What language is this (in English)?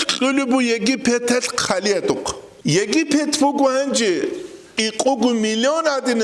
Avaric